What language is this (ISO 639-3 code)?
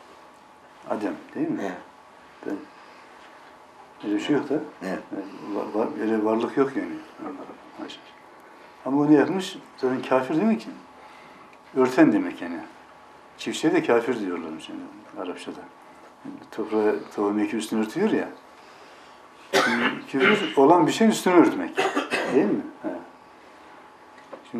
tur